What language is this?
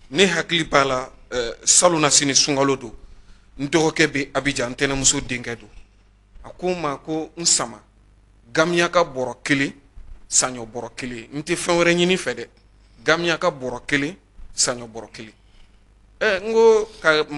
Bambara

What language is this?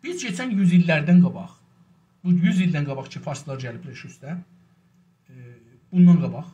South Azerbaijani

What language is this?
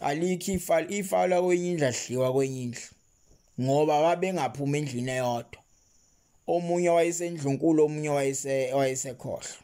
Zulu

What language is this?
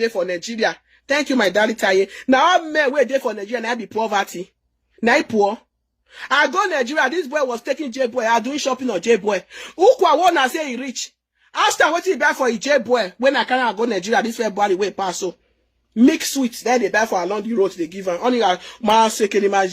Nigerian Pidgin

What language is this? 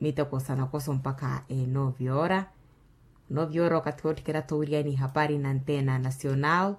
Makhuwa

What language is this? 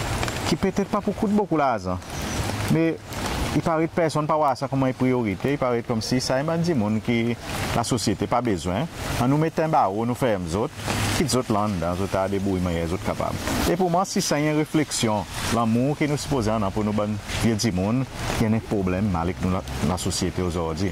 Seselwa Creole French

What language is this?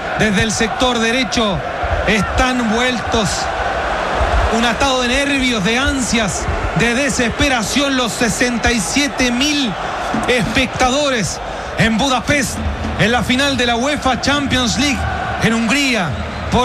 Spanish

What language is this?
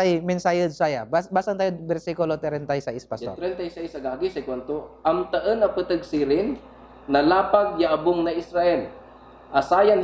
Pangasinan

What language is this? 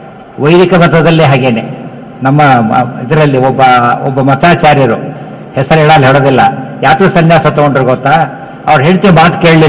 Kannada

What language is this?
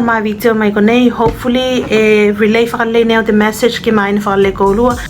Tuvalu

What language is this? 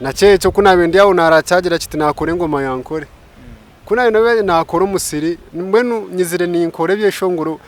Nyankole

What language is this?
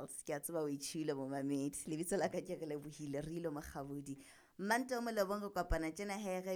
Southern Sotho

